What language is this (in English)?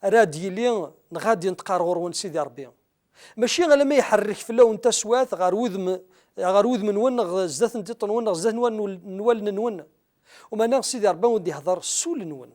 Kabyle